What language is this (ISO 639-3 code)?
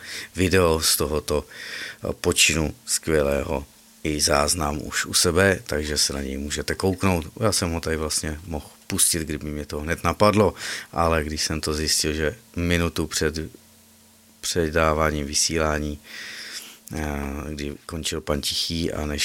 ces